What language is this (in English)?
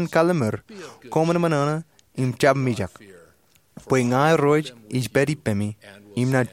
Marshallese